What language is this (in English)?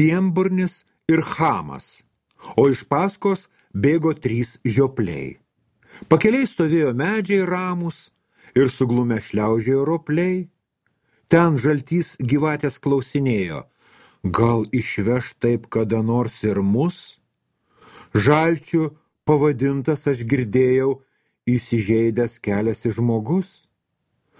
Lithuanian